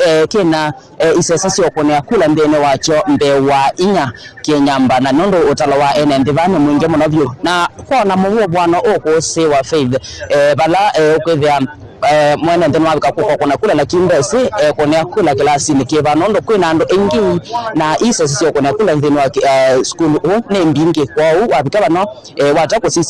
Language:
Kamba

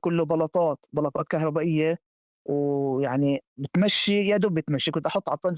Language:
North Levantine Arabic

